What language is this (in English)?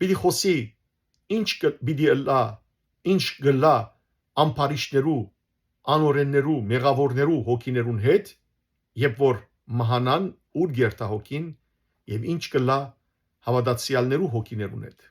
Western Armenian